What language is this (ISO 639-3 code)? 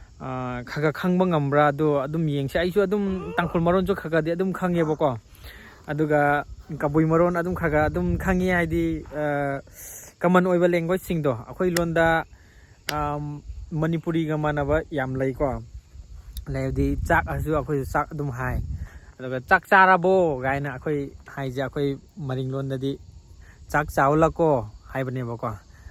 mni